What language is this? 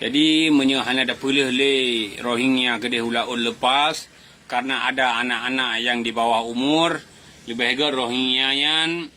Achinese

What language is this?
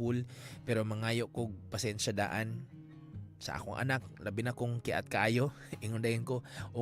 Cebuano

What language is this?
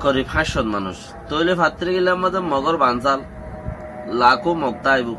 Rohingya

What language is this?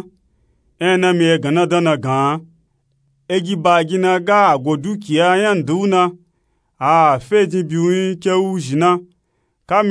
Nupe-Nupe-Tako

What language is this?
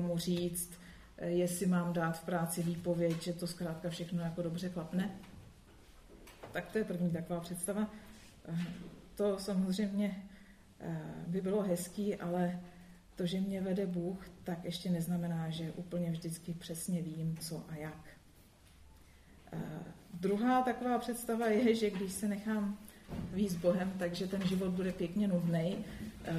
Czech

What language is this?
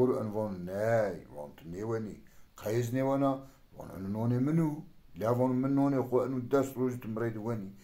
Zaza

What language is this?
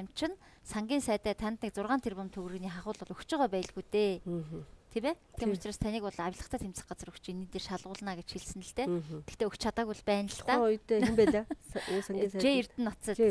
Mongolian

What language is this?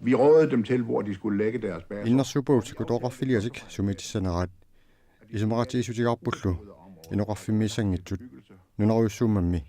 Kalaallisut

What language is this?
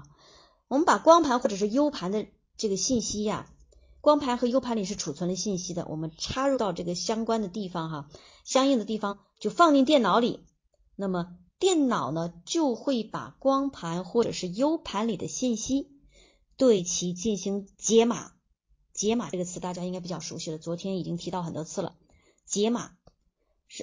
Chinese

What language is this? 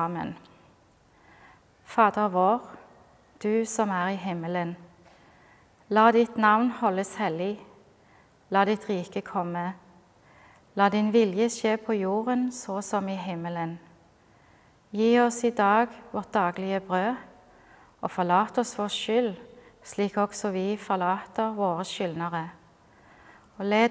Norwegian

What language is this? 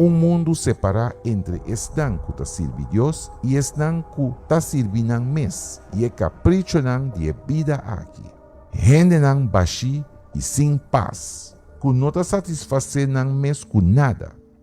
Papiamento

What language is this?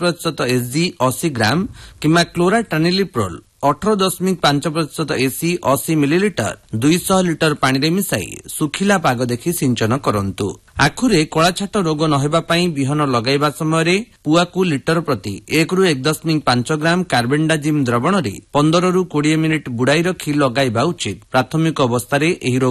Odia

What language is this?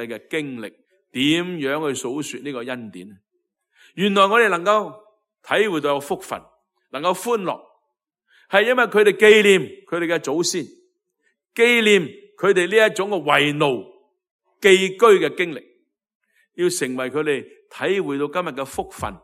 Cantonese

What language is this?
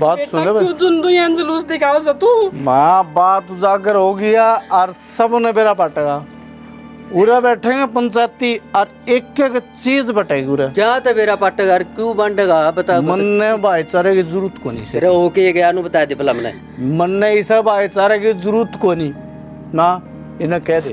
Haryanvi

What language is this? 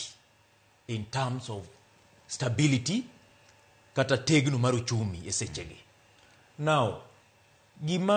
Luo (Kenya and Tanzania)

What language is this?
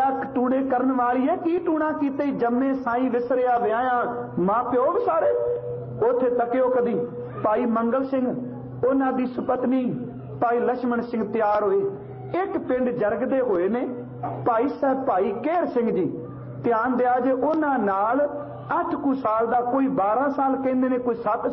Punjabi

